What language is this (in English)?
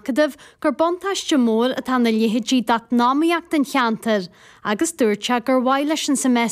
Irish